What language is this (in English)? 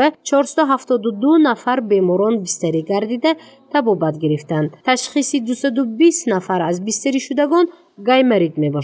Tajik